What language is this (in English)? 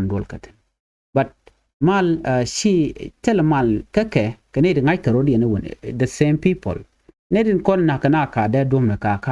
Nuer